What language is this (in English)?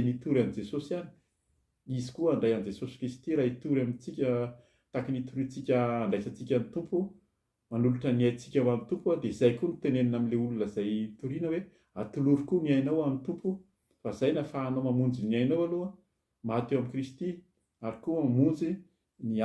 Malagasy